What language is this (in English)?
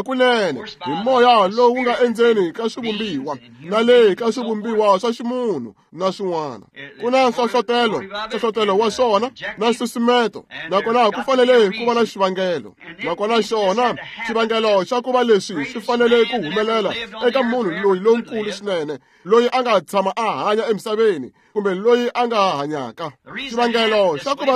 Tsonga